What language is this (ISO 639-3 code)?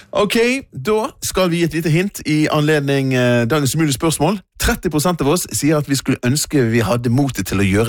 nor